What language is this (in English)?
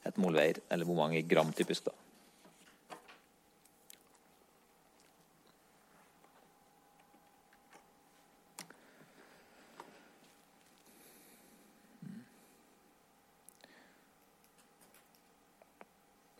Norwegian